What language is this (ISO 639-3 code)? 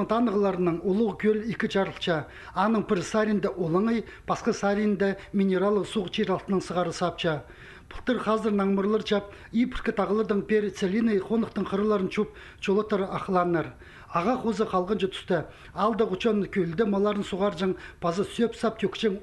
kjh